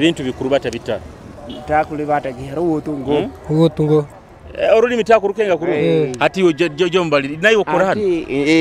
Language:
Nyoro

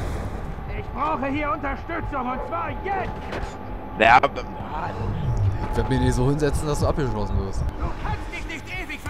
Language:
German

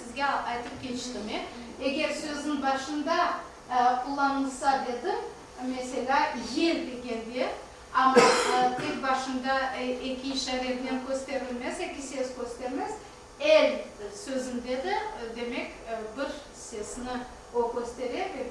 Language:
Crimean Tatar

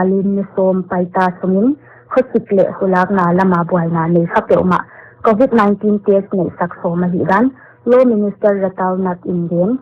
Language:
Paite Chin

